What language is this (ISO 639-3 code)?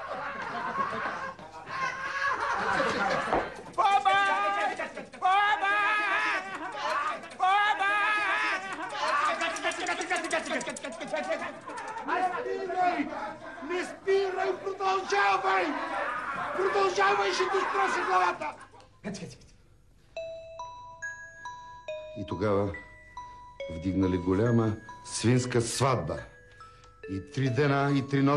bul